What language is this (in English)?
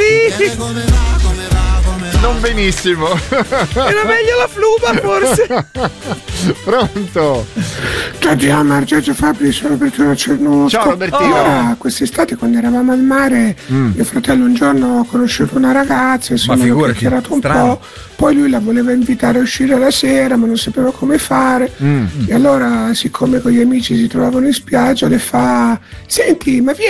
Italian